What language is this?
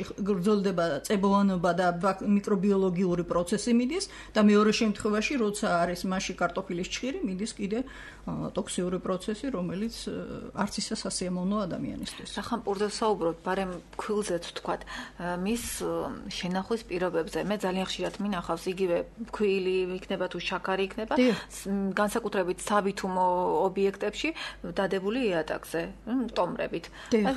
Georgian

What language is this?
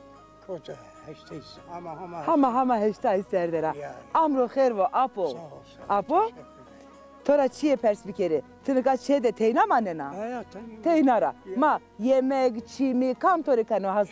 Zaza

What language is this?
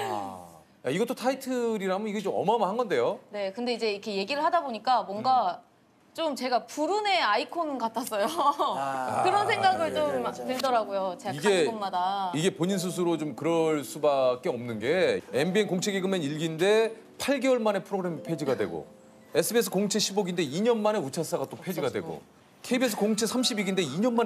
Korean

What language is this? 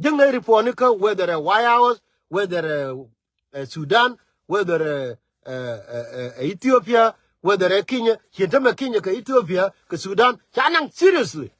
Nuer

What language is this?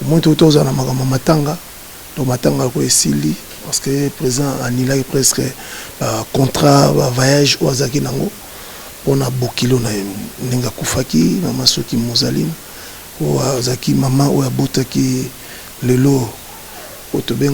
Lingala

